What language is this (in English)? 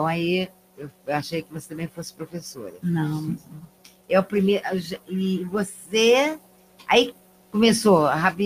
Portuguese